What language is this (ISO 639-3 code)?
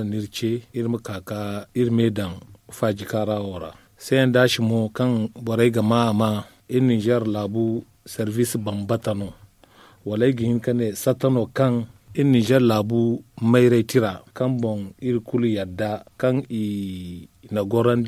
dje